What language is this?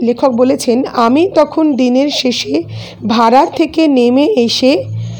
Bangla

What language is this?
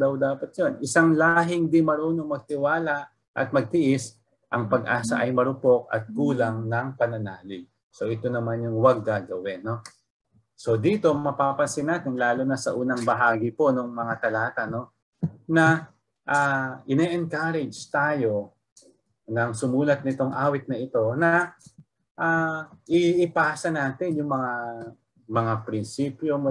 Filipino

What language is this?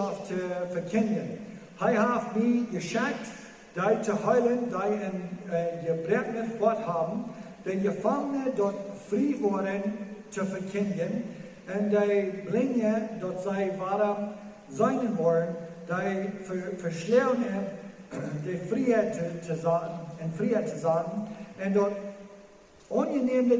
Plautdietsch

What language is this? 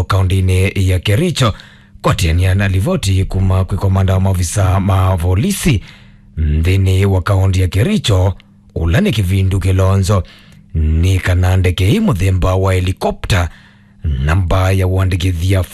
Kamba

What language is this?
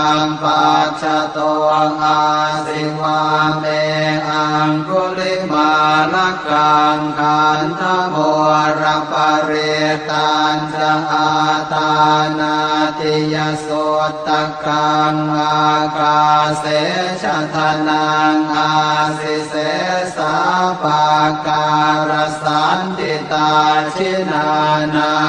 Pali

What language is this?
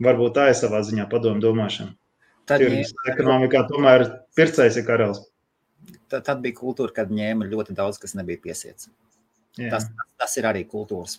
Latvian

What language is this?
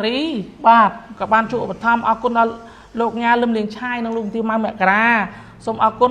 Khmer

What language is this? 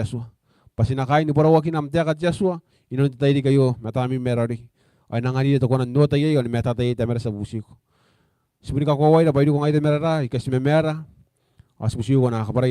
Gilbertese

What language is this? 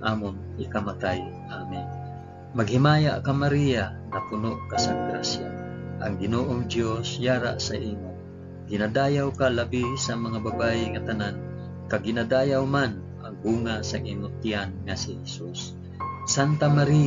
Hiligaynon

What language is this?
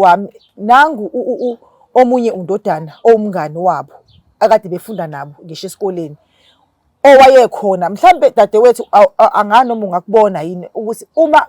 Zulu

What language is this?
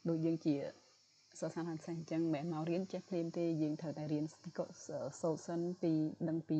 Khmer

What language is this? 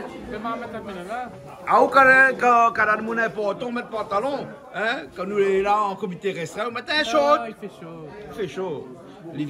Réunion Creole French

